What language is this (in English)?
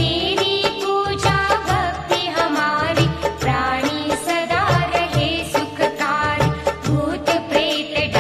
Hindi